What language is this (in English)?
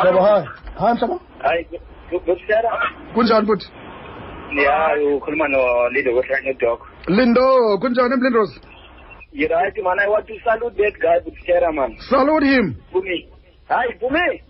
Xhosa